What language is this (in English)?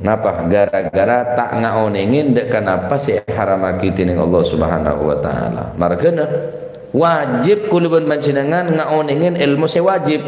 Madurese